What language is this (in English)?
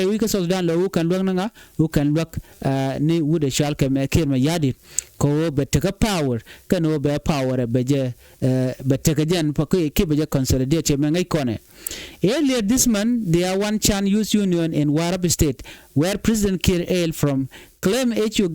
Nuer